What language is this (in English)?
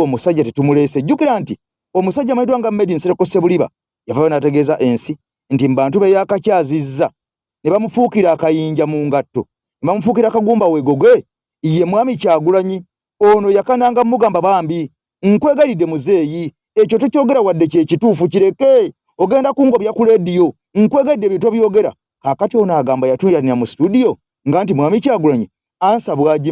Ganda